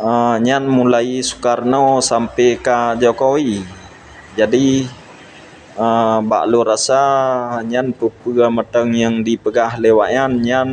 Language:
Achinese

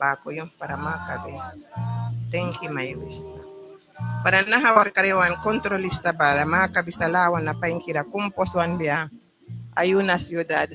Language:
Mískito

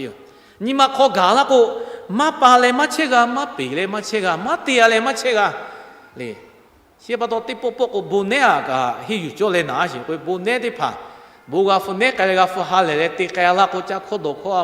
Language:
Lahu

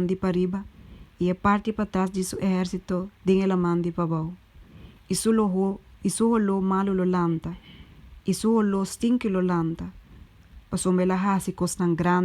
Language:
Papiamento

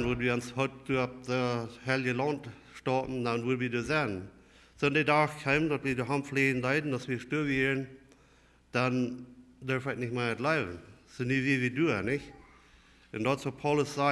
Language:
Plautdietsch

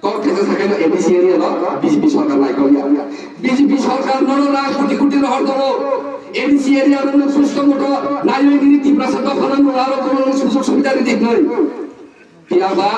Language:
Riang (India)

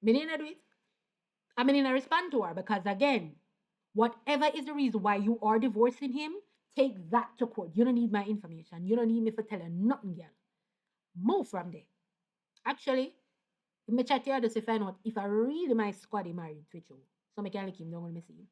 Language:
Jamaican Creole English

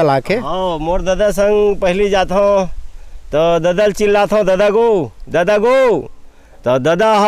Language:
Chhattisgarhi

